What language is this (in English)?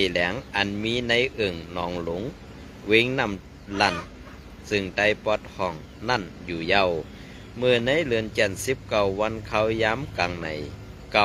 Shan